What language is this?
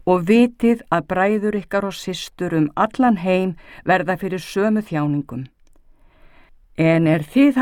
Icelandic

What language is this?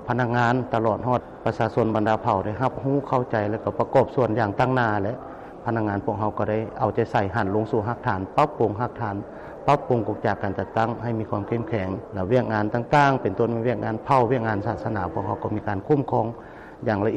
Lao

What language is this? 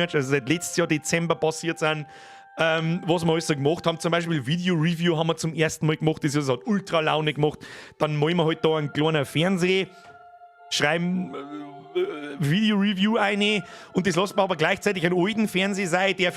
Bavarian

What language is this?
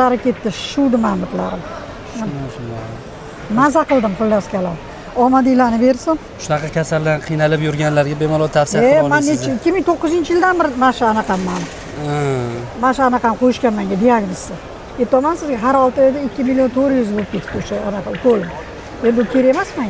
Uzbek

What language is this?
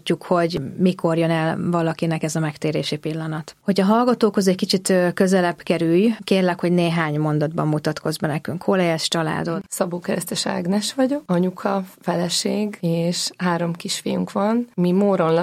Hungarian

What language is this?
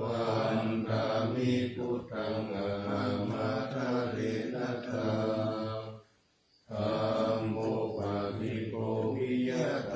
Pali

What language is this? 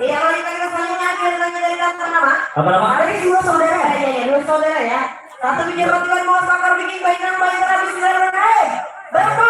Banjar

